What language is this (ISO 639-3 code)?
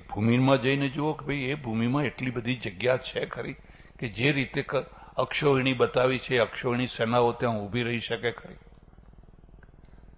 guj